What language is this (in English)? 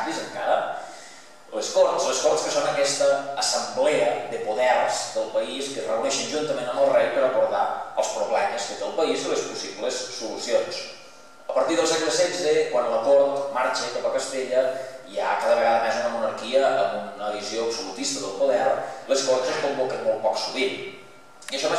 Catalan